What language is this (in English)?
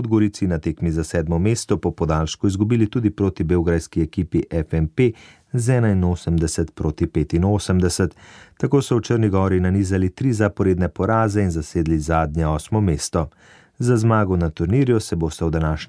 Slovenian